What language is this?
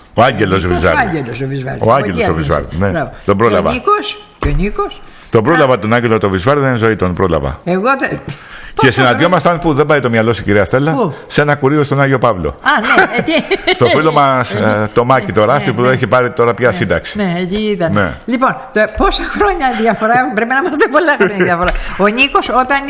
Greek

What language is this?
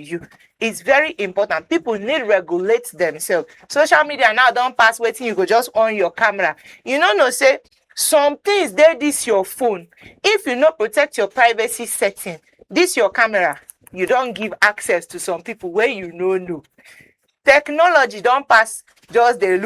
Nigerian Pidgin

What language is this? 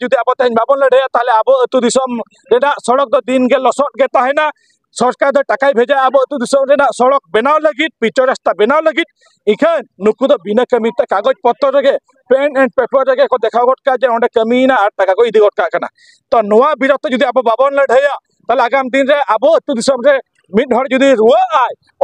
Santali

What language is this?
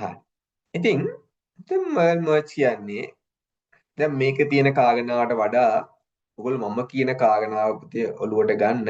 Sinhala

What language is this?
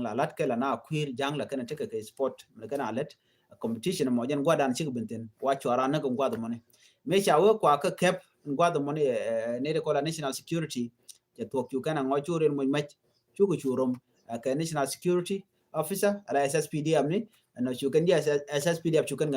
Nuer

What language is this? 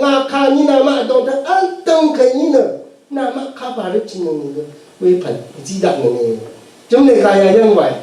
Rawang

